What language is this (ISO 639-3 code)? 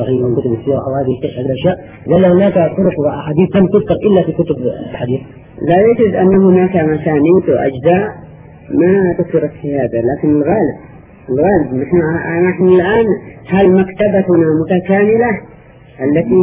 ara